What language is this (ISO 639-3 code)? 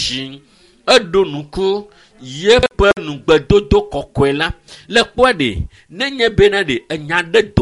ewe